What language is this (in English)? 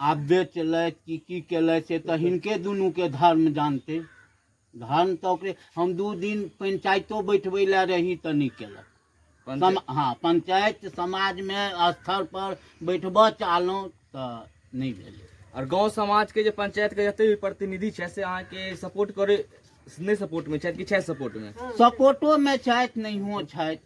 Maithili